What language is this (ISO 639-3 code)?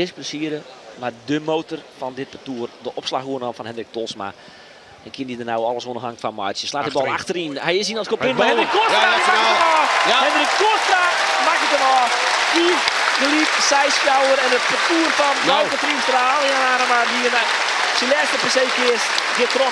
fry